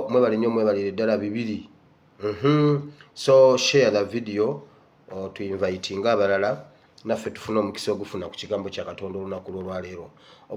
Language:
Ganda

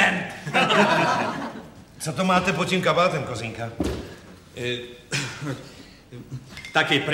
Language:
Czech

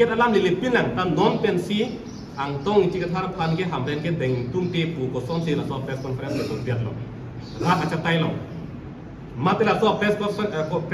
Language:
Karbi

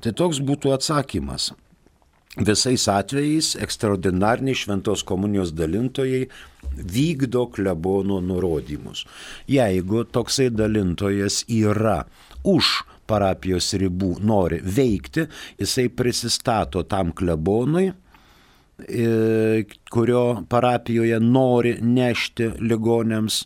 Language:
Lithuanian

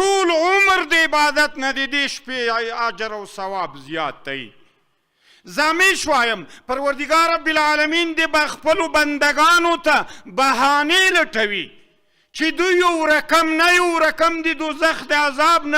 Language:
Pashto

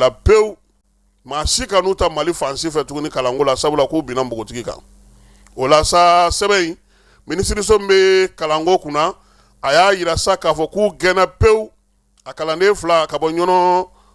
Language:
Bambara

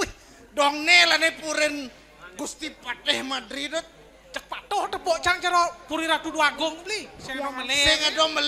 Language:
Balinese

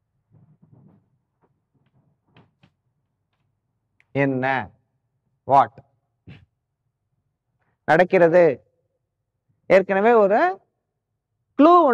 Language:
Tamil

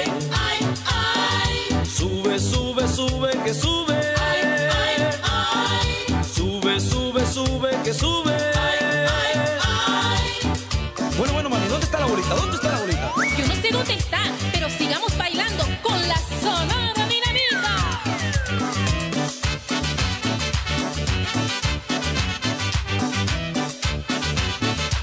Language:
Spanish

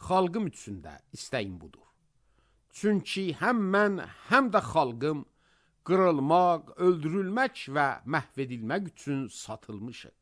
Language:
Azerbaijani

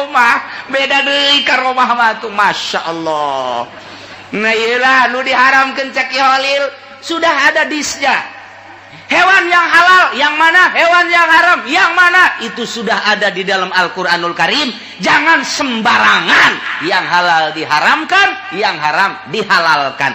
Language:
Sundanese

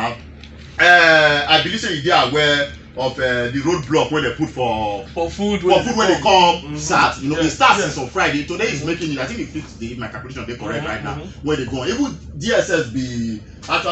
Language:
Nigerian Pidgin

